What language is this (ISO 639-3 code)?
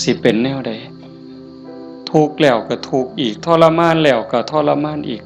tts